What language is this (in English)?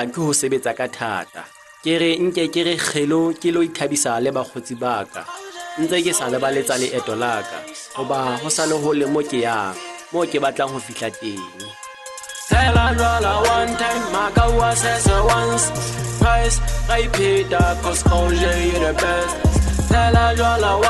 Southern Sotho